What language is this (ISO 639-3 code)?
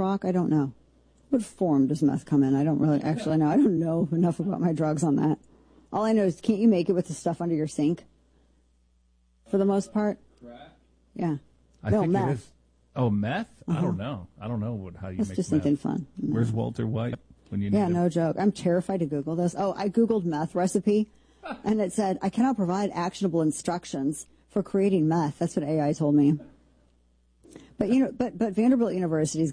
eng